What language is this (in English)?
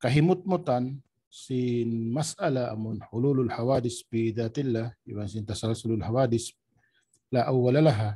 Tausug